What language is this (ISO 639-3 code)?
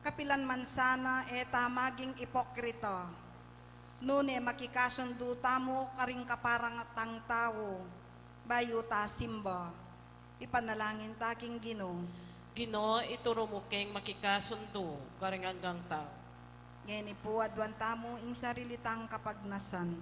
pam